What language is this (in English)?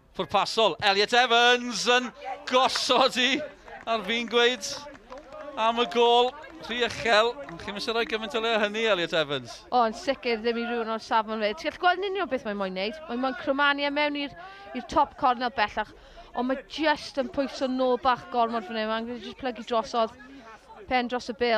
Welsh